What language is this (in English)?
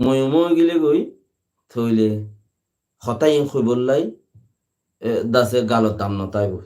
Rohingya